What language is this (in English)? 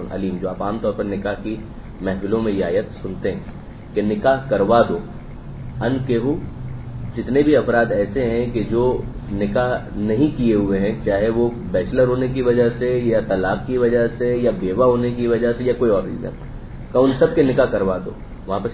Urdu